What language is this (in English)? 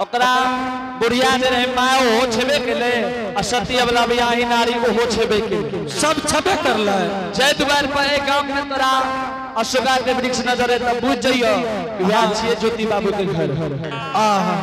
Angika